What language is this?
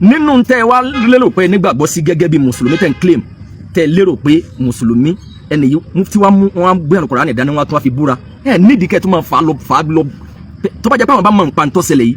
Yoruba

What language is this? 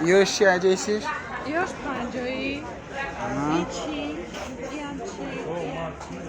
Tajik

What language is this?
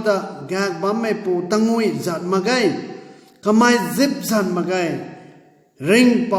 Rongmei Naga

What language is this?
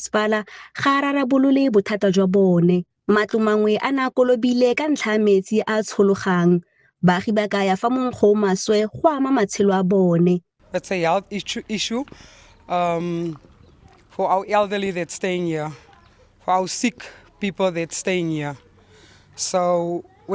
Tswana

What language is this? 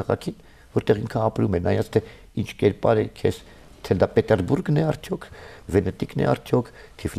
Armenian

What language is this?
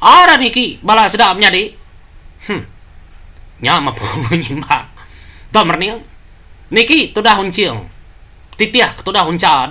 Iban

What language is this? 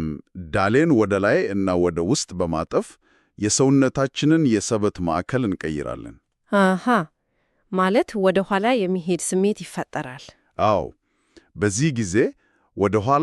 Amharic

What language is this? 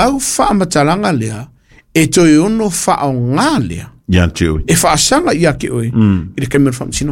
Samoan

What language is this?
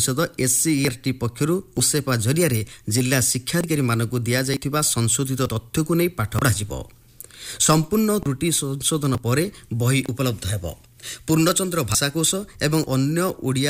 Odia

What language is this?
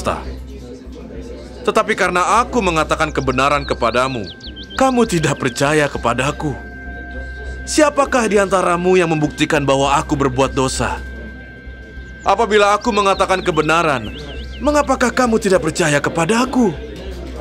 Indonesian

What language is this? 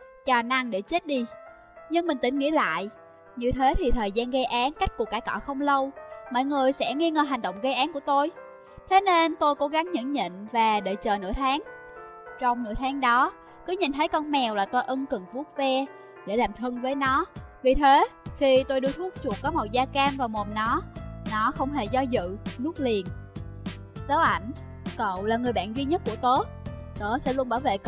Vietnamese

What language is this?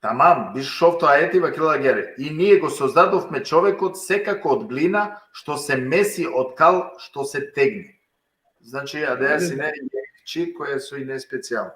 Balkan Romani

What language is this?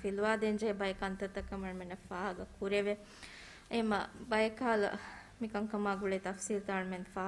Divehi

